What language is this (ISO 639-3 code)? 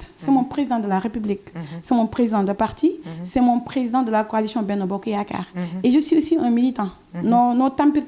ful